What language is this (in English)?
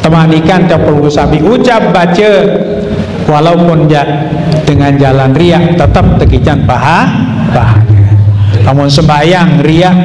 Sasak